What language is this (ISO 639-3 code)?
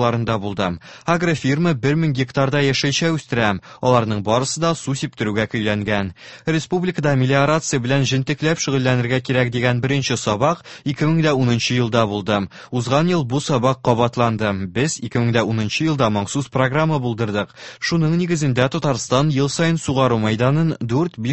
tat